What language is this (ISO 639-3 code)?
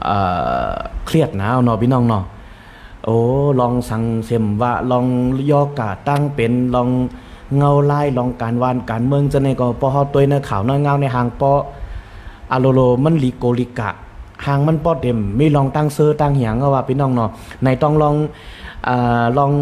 shn